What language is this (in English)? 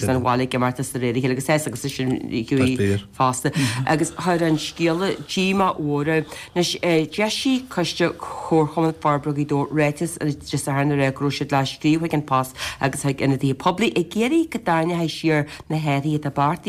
Irish